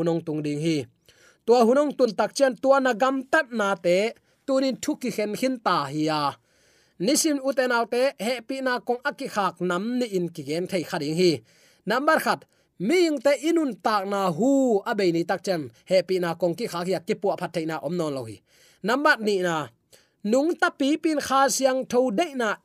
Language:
Tedim Chin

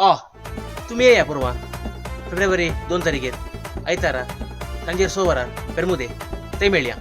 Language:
Konkani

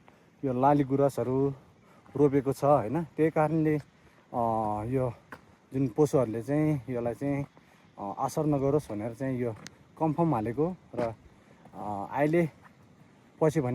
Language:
Nepali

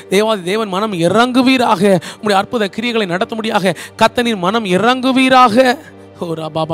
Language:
Tamil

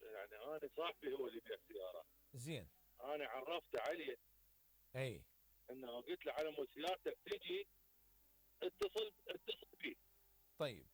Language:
Mesopotamian Arabic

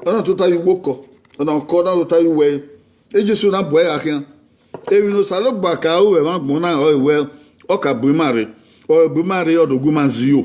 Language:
Bini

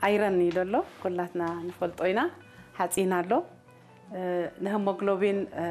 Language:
Tigrinya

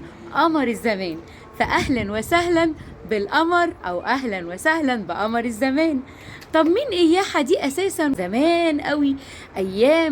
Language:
Egyptian Arabic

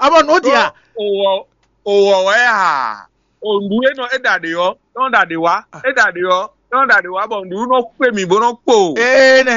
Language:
Fon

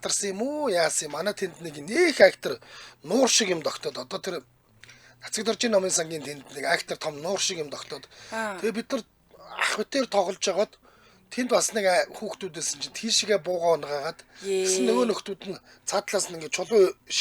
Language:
Mongolian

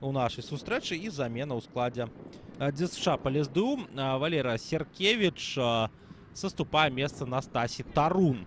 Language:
Belarusian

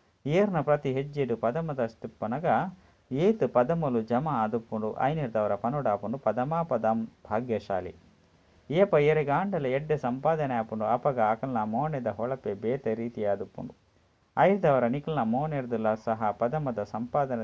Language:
Tulu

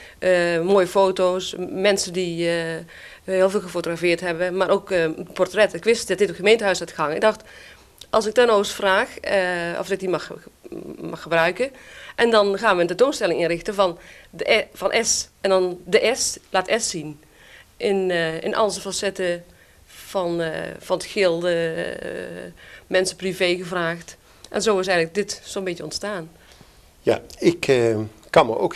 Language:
Dutch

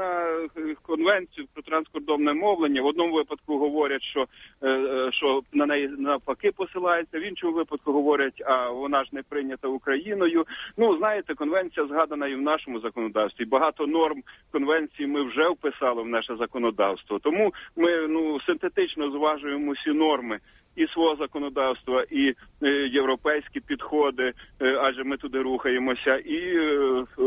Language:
Ukrainian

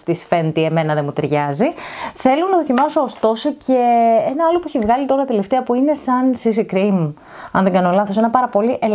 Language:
Greek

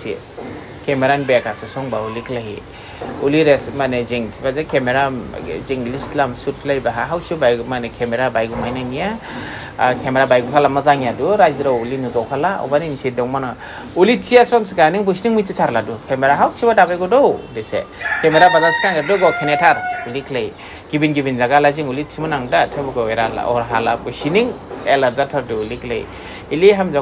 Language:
Dimasa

